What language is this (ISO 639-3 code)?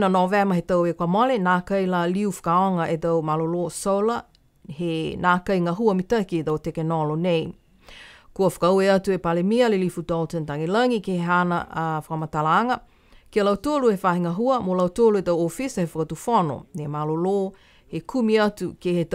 niu